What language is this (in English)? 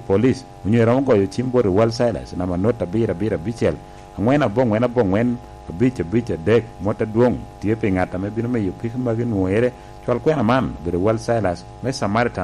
Lango (Uganda)